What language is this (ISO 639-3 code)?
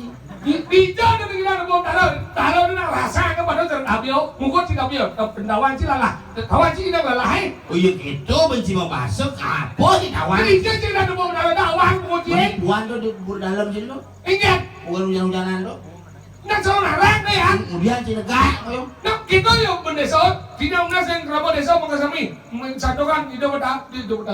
ban